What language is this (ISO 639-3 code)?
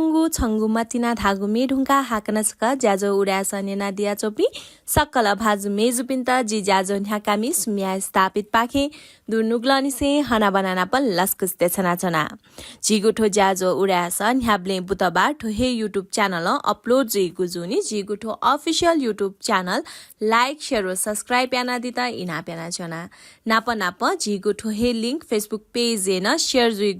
new